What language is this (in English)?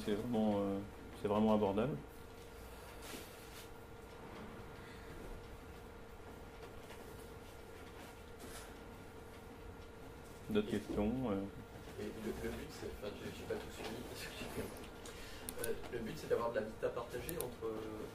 French